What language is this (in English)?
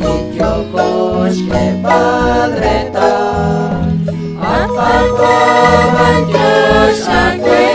Kekchí